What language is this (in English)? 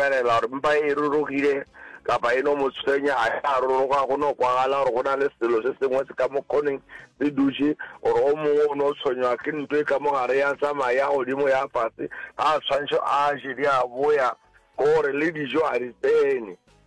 Northern Sotho